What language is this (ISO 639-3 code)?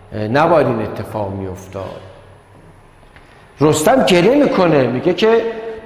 fas